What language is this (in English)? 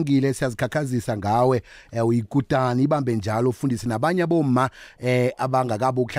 South Ndebele